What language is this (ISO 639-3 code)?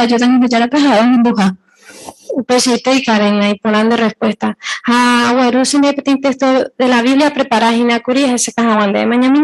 grn